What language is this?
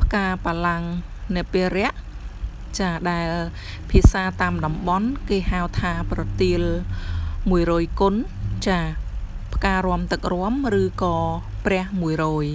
Khmer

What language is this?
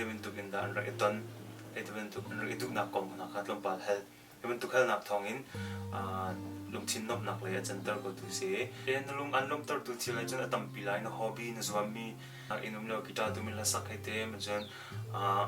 Hakha Chin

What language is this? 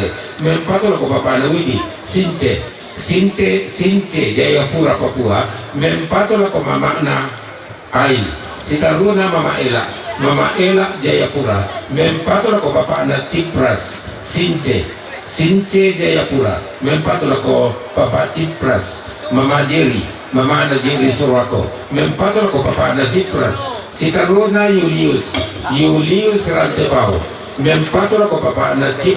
Toraja-Sa'dan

